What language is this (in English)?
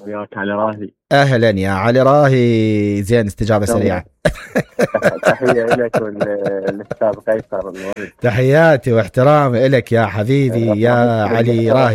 Mesopotamian Arabic